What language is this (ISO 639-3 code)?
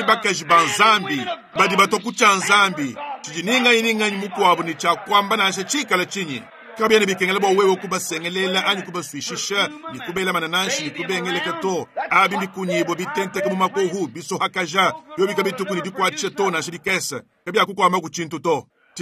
lua